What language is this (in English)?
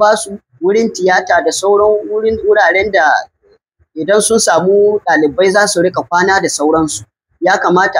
Hausa